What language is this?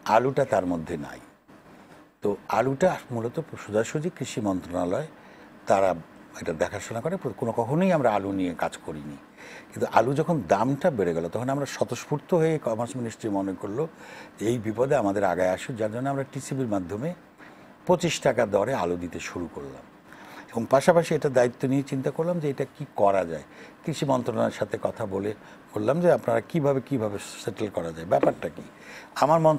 Bangla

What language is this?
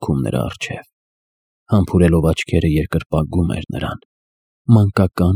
Armenian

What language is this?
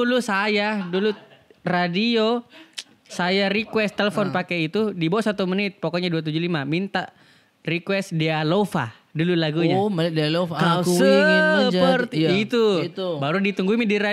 Makassar Malay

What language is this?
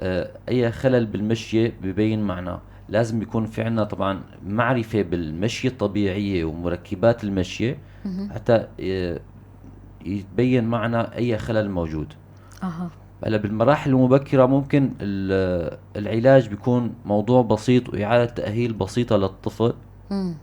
North Levantine Arabic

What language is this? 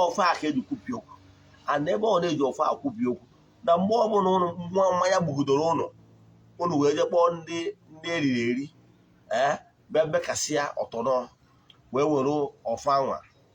Igbo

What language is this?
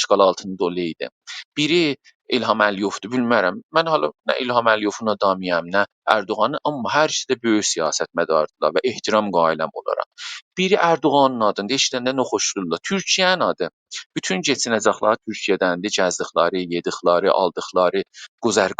South Azerbaijani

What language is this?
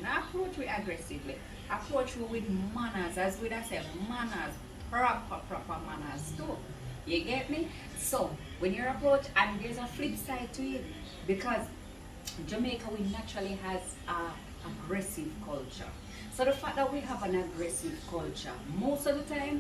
Jamaican Creole English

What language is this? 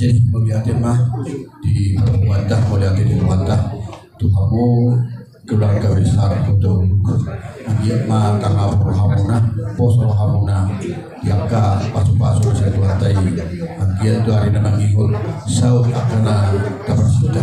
Batak Toba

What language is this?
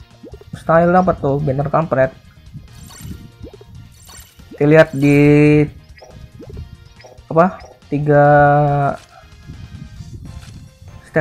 Indonesian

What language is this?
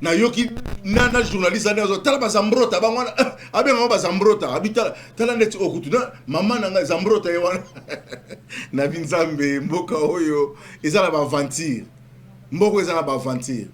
Lingala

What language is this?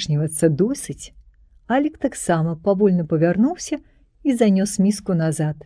Belarusian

